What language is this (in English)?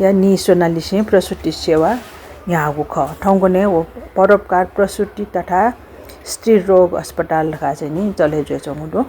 Newari